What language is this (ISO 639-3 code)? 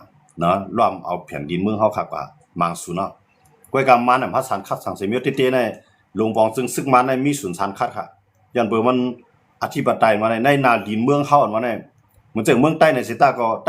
shn